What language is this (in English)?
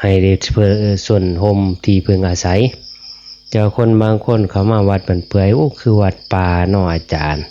Northeastern Thai